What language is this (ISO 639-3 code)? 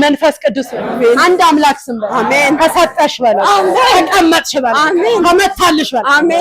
amh